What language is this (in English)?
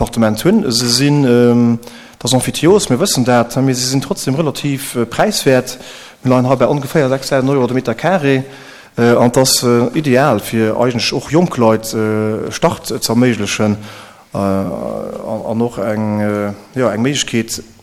Luxembourgish